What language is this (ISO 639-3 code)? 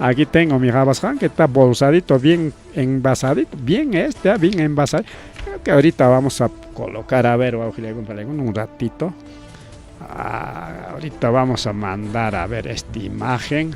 quy